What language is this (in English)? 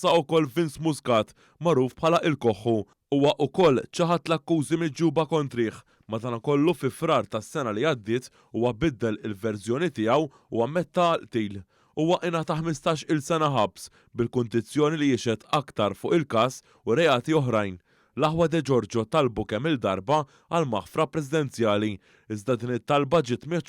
Maltese